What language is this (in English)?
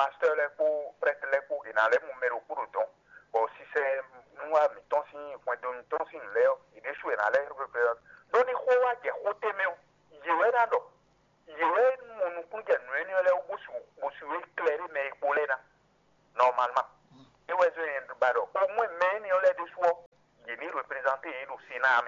Fon